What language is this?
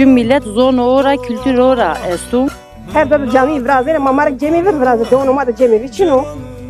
Zaza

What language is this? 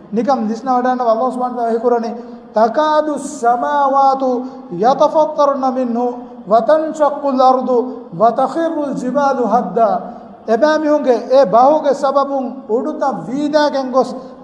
Divehi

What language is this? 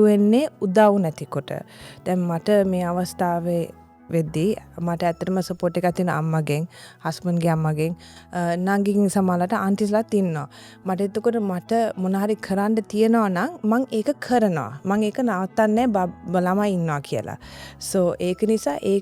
Sinhala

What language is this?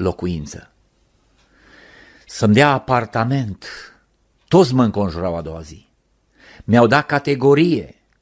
Romanian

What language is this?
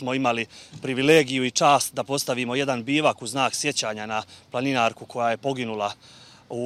Bosnian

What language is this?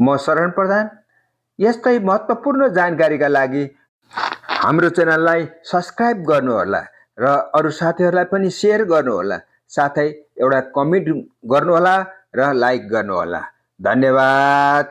Nepali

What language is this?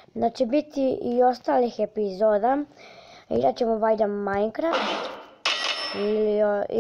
Croatian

